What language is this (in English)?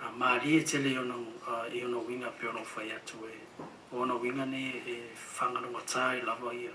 Samoan